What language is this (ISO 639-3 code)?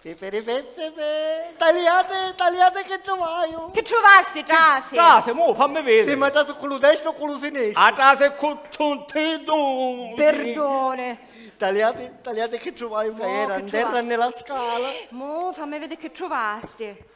scn